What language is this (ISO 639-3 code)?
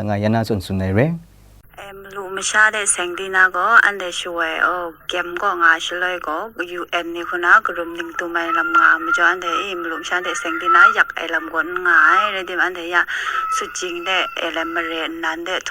kac